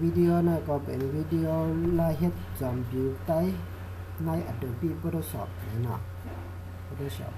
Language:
Shan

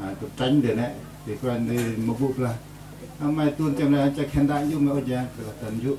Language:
Central Mnong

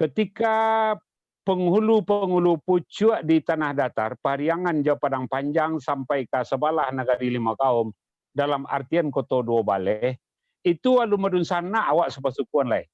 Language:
Minangkabau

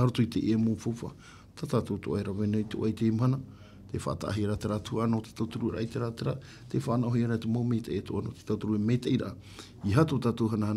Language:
Tahitian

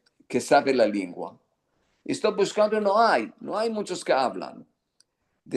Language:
Ladino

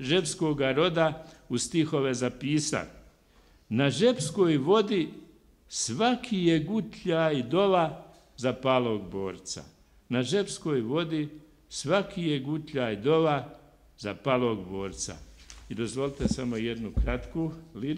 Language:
Bosnian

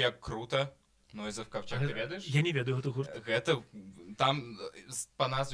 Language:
Belarusian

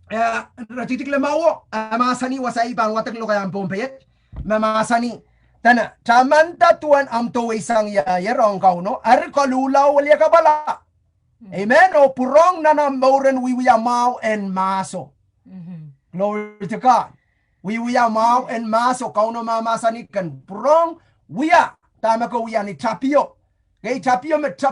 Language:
Pohnpeian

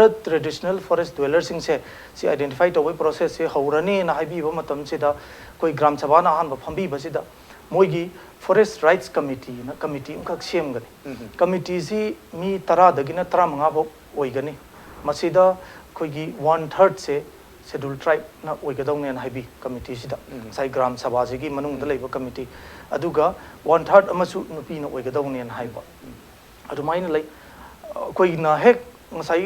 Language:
Manipuri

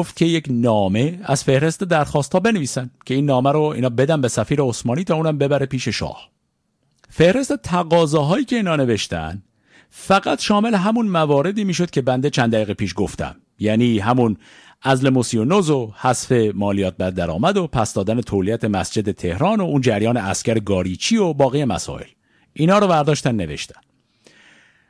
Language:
Persian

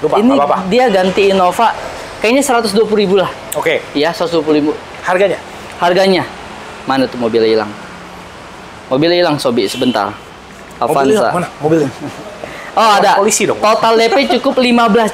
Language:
Indonesian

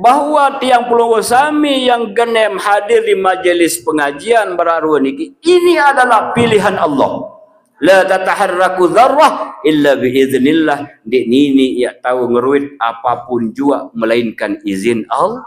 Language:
Sasak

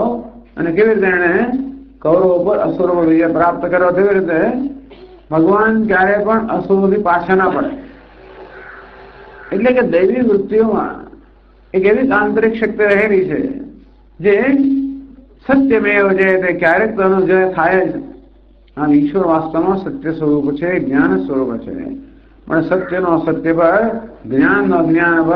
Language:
Gujarati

